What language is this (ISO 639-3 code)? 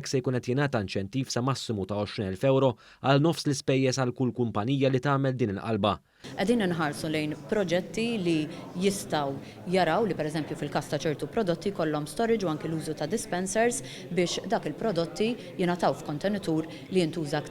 mlt